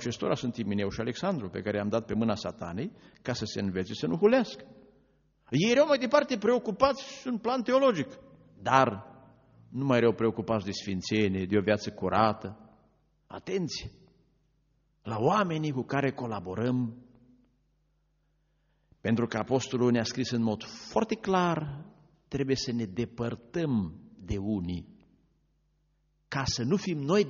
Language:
Romanian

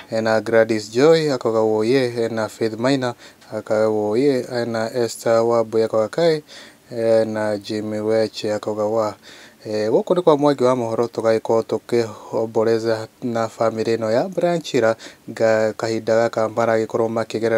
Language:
Kikuyu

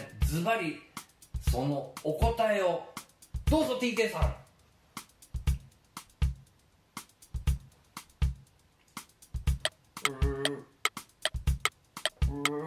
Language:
Japanese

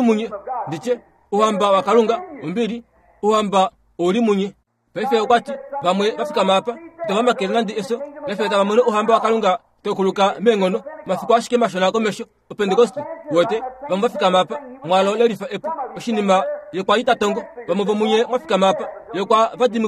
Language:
Kuanyama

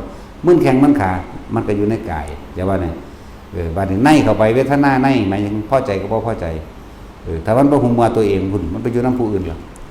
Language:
Northeastern Thai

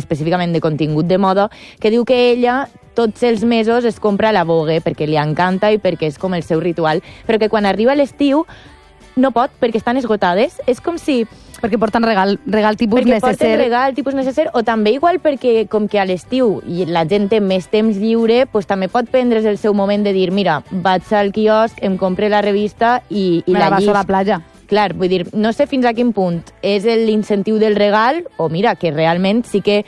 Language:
Catalan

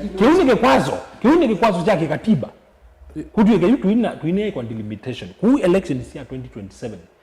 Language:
Kamba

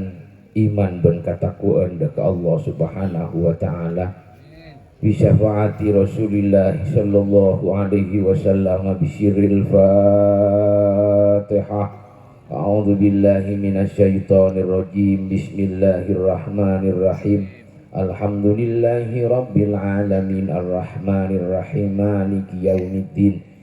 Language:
Madurese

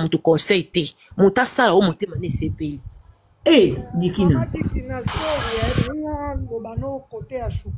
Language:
Lingala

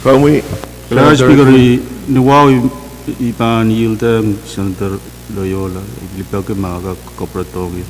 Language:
Pohnpeian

